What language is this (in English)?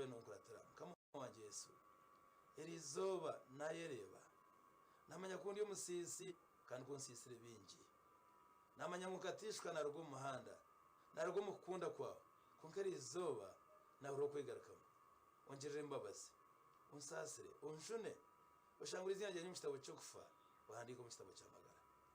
Nyankole